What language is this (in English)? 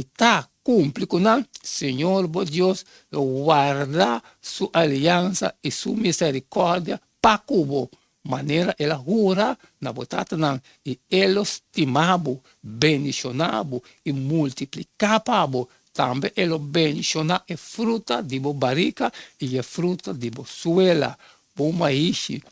Papiamento